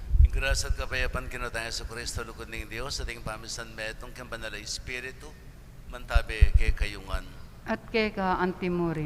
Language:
Pampanga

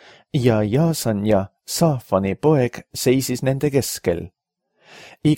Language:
Estonian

